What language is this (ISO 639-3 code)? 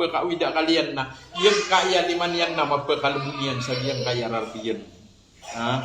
mrw